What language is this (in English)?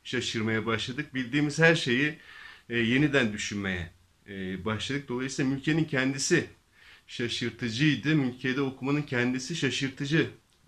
Turkish